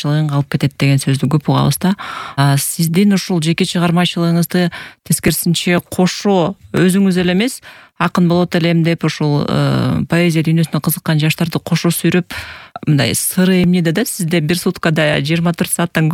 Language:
Kyrgyz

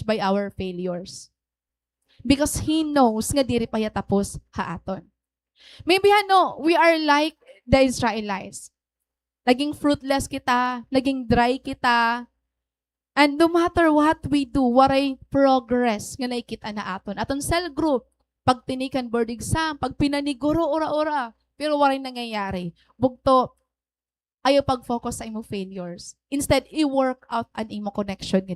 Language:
Waray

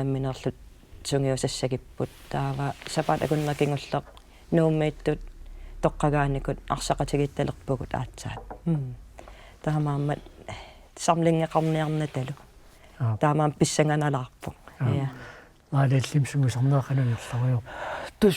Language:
Kalaallisut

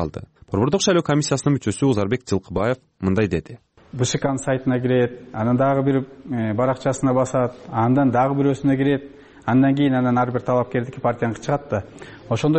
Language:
Kyrgyz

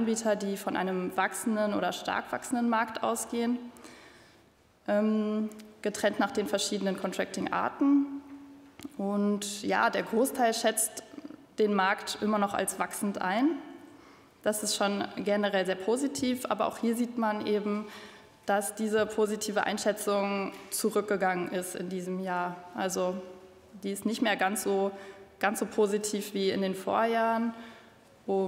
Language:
German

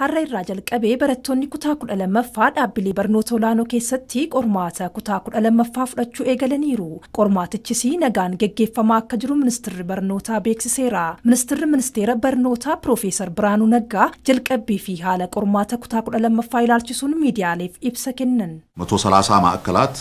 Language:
Oromo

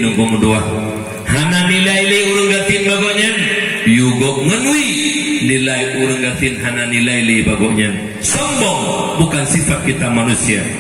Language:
Achinese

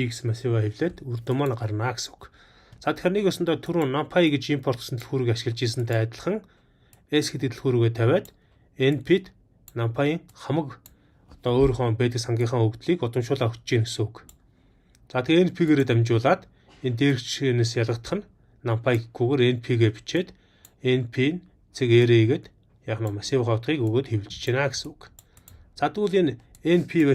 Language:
Mongolian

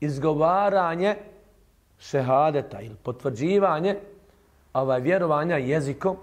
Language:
Bosnian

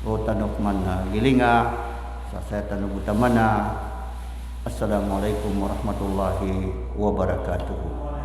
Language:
Maranao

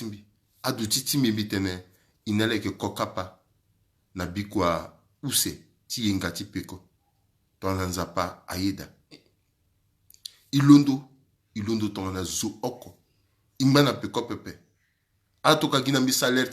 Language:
Sango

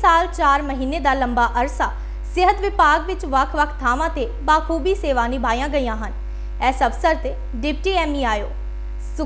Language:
Punjabi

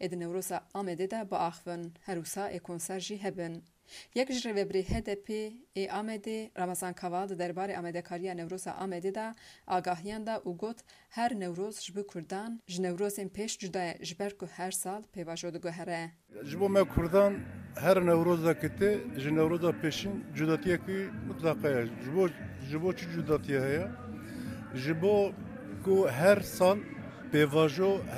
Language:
Kurdish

